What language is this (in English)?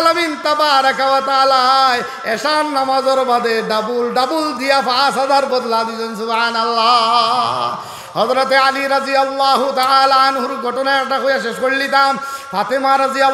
Sylheti